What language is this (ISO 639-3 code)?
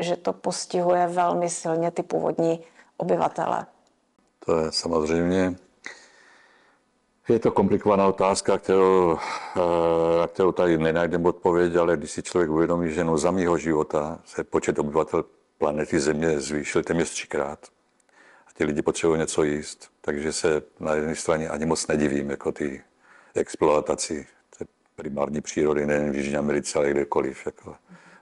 ces